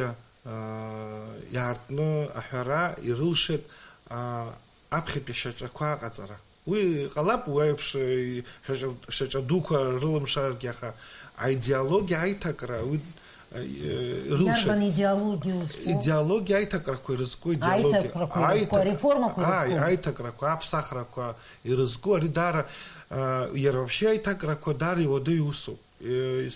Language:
Abkhazian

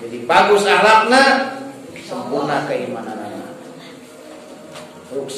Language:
Sundanese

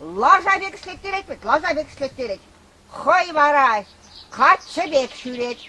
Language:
Chuvash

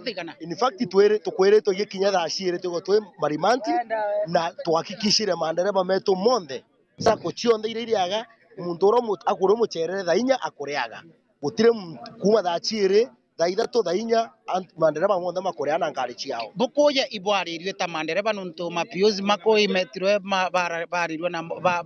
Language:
Meru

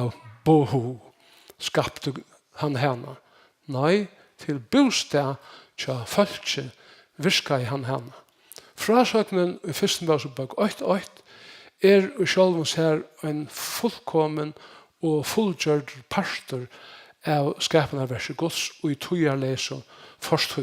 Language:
Faroese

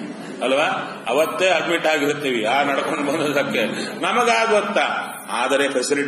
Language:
Kannada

